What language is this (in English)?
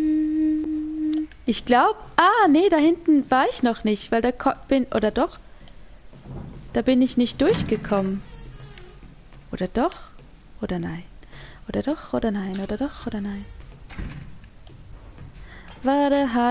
German